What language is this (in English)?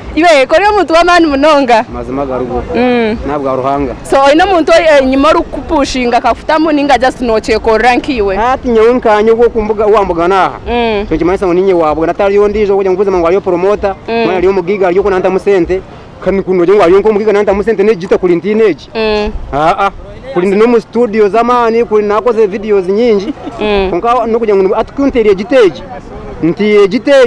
Nyankole